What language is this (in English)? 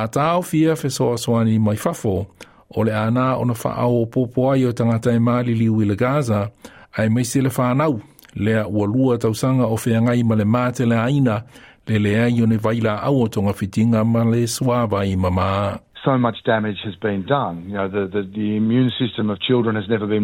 Samoan